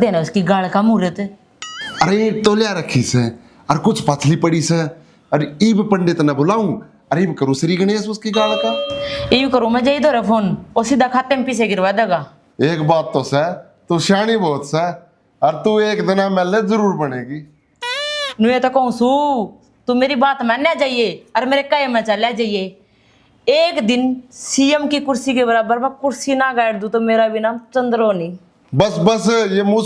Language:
Haryanvi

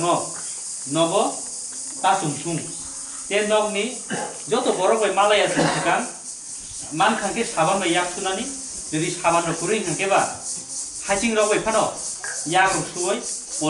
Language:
Kok Borok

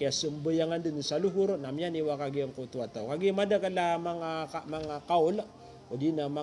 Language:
Maranao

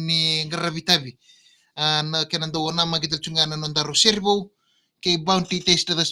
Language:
Fijian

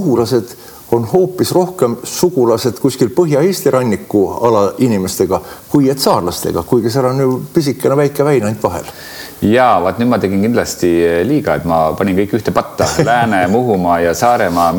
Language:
Estonian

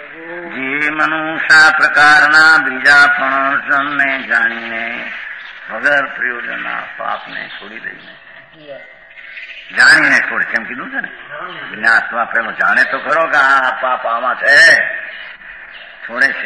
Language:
Gujarati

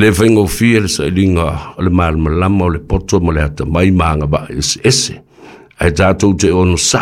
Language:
Samoan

